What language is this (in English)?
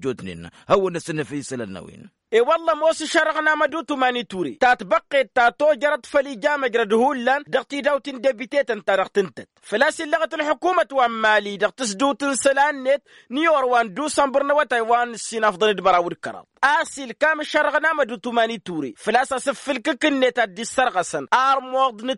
Tamasheq